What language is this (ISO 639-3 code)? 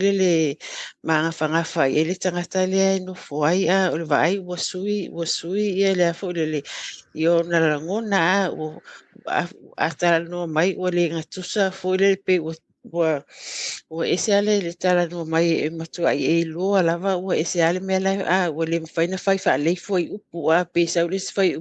smo